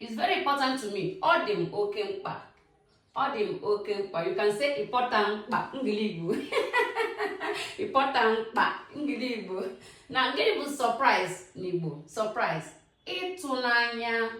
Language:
Igbo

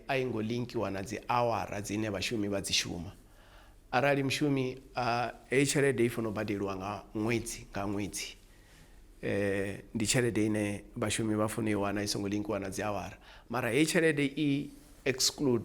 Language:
Venda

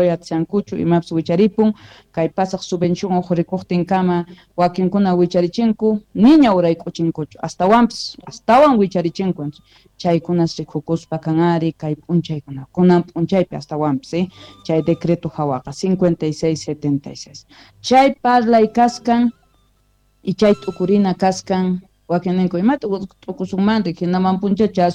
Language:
South Bolivian Quechua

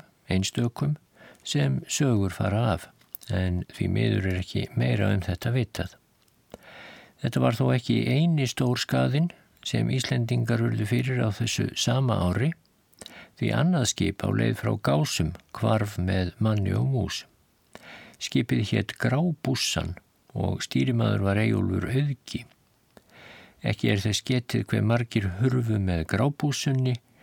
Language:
Icelandic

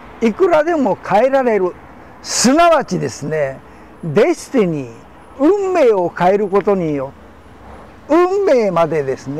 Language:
Japanese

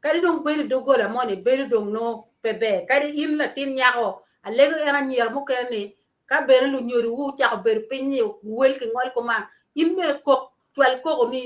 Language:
Acoli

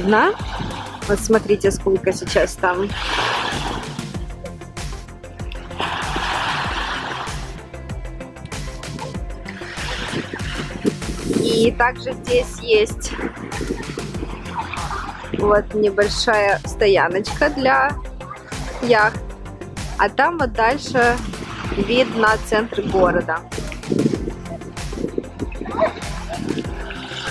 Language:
Russian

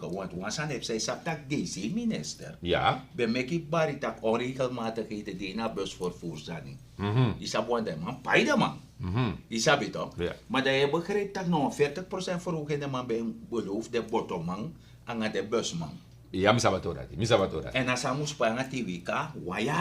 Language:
Sranan Tongo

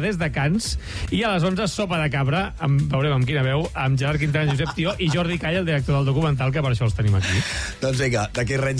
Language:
Catalan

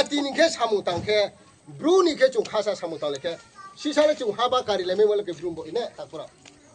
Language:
Riang (India)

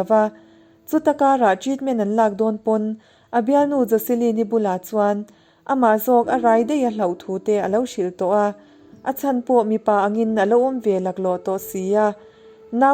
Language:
Mizo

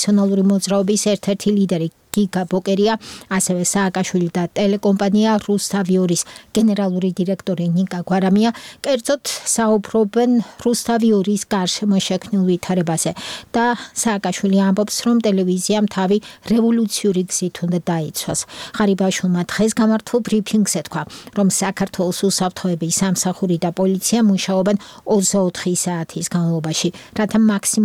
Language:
Georgian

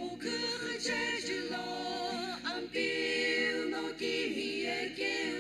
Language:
Sumi Naga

